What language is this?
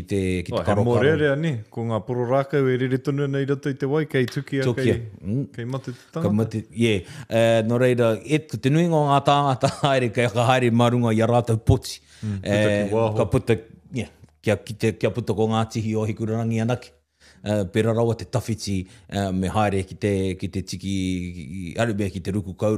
Māori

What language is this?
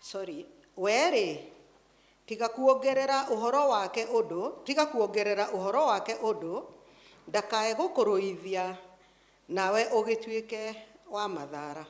Kikuyu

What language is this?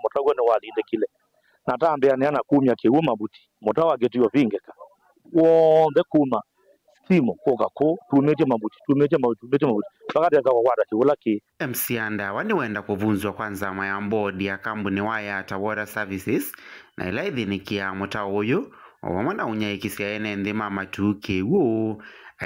Kamba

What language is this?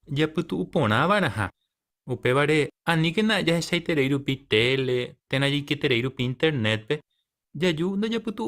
Guarani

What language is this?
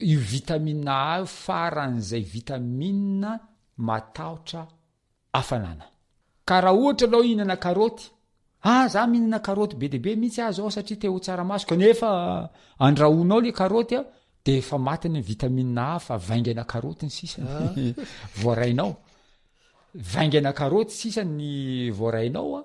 Malagasy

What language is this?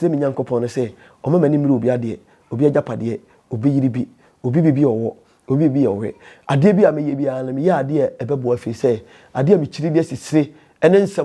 Akan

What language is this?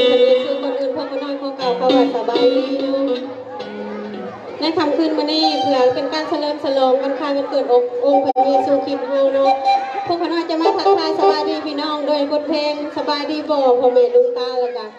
Lao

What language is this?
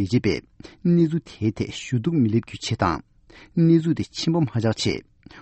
Tibetan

